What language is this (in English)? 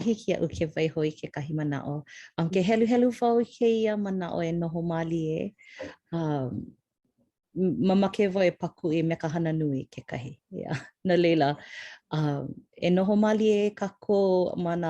Hawaiian